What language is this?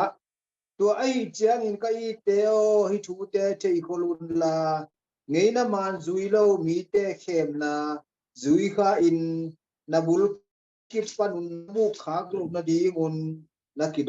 Tedim Chin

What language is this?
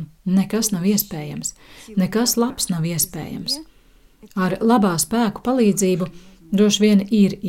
Latvian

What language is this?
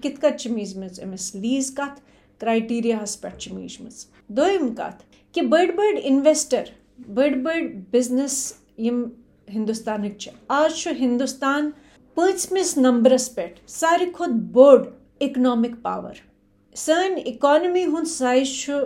Kashmiri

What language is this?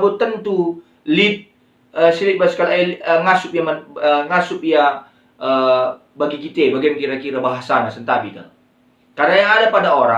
Batak Karo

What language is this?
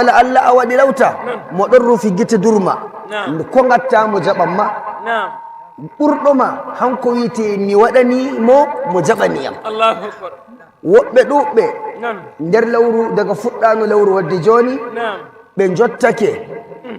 Nigerian Fulfulde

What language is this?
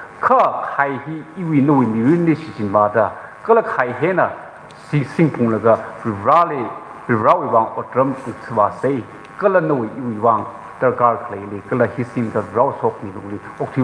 Tangkhul Naga (India)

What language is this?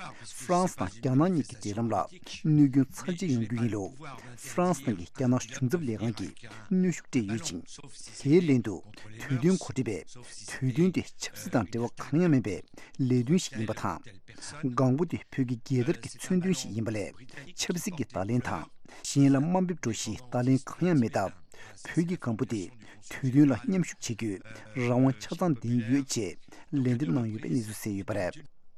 Tibetan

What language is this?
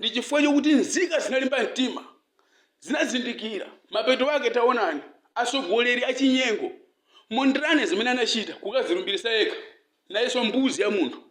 Nyanja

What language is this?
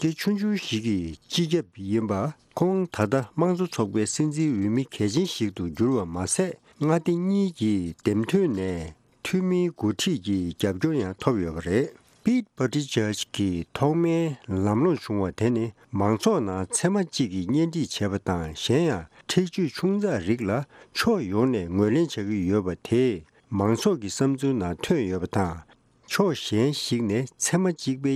Tibetan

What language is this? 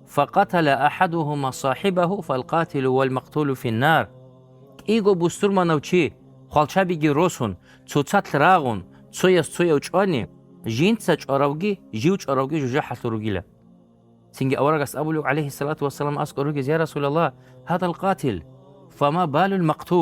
Avaric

